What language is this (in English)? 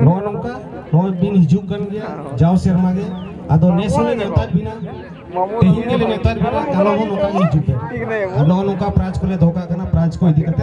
Santali